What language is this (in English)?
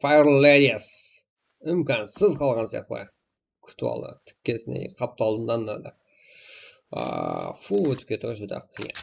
Kara-Kalpak